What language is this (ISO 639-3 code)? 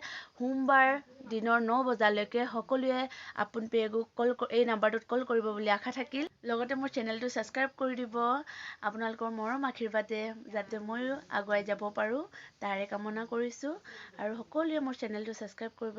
asm